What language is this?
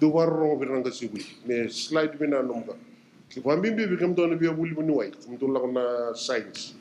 Fijian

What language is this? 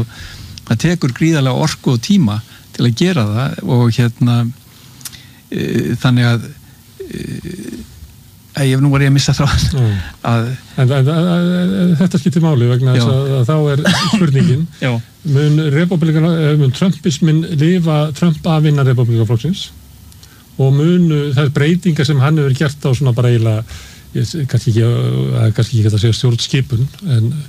Icelandic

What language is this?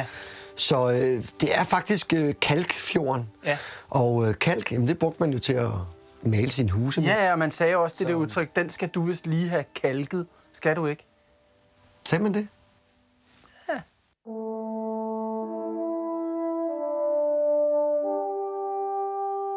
Danish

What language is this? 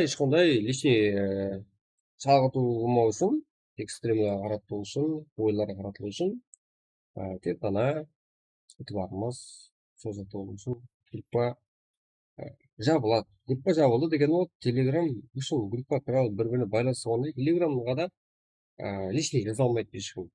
Kara-Kalpak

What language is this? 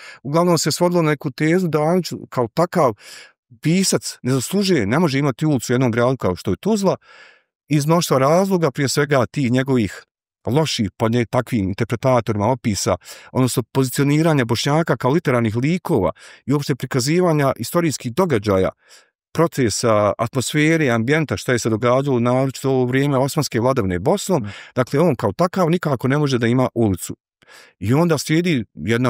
Bosnian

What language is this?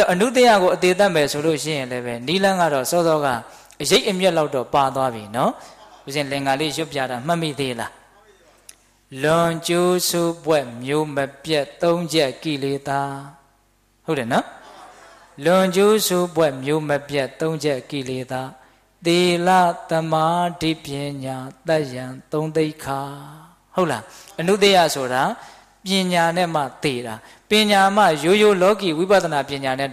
Burmese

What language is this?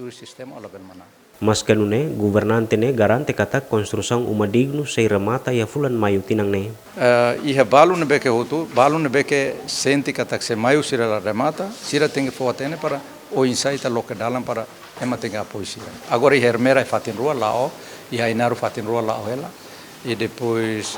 Tetum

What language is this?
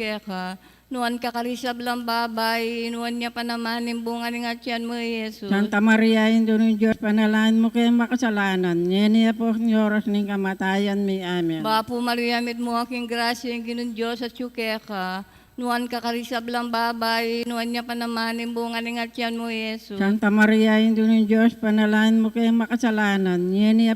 Pampanga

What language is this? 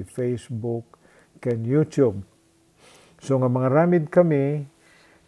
Iloko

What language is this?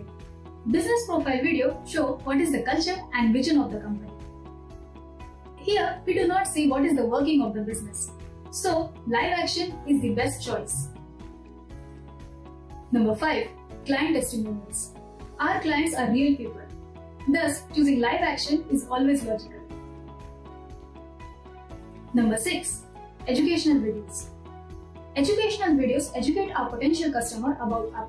English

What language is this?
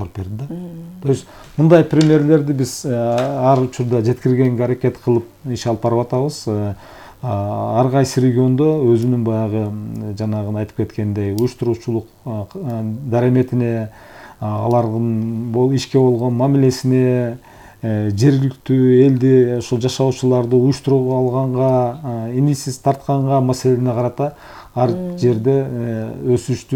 Kyrgyz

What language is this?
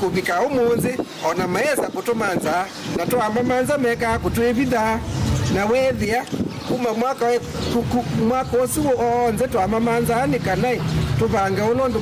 Kamba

